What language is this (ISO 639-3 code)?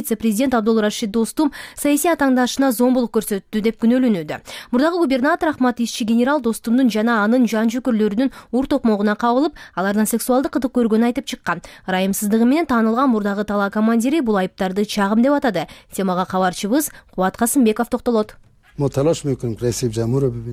kir